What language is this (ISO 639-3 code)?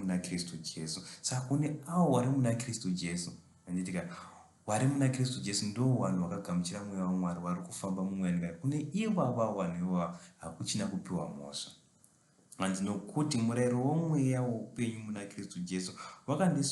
sna